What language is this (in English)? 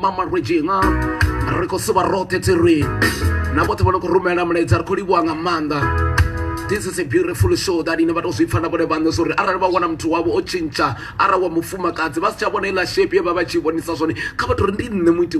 Venda